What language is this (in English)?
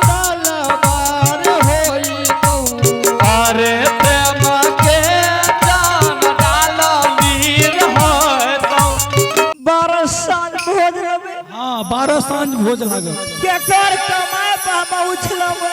Angika